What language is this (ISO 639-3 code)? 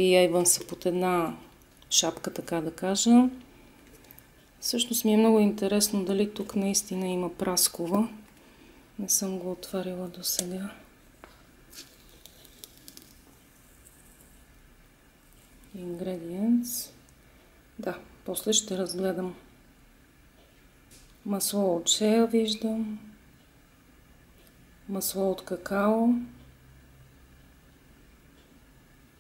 bul